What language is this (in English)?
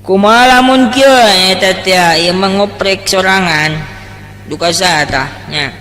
Sundanese